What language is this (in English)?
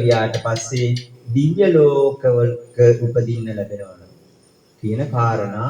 Sinhala